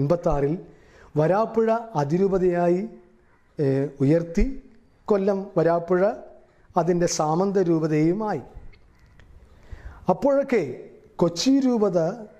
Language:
Malayalam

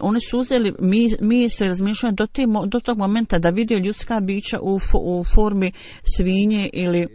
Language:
Bosnian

